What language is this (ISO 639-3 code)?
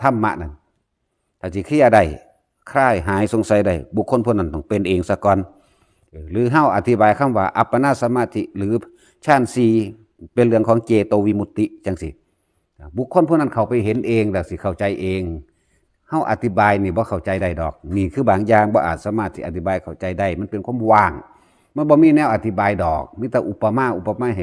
tts